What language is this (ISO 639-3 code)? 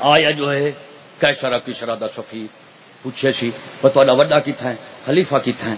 skr